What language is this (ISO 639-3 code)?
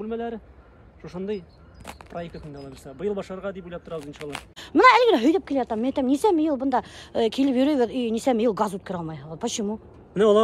bak